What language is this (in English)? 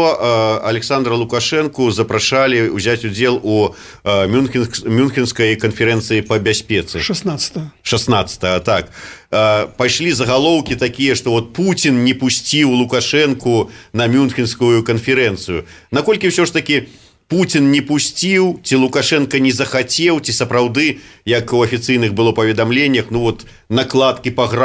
Belarusian